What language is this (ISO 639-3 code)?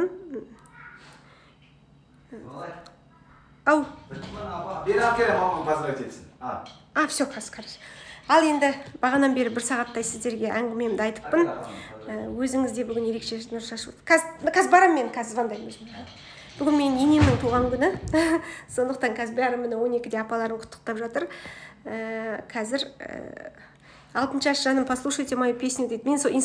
kaz